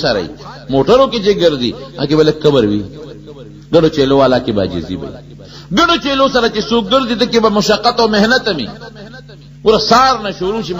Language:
Pashto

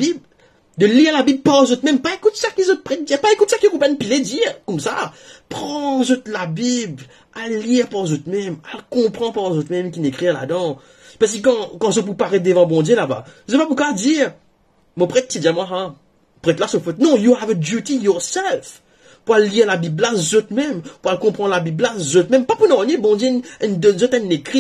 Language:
Morisyen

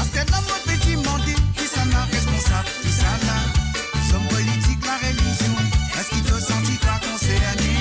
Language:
Morisyen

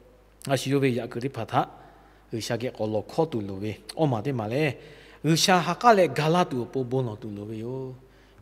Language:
Lahu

